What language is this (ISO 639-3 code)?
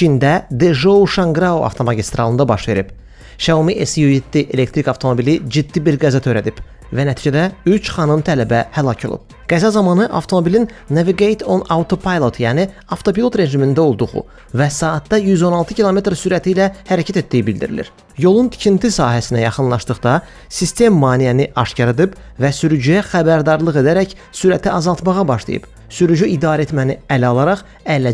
aze